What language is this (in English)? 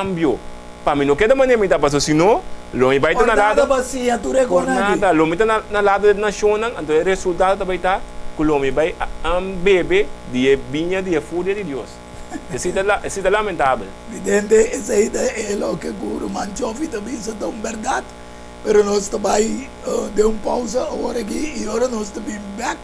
Papiamento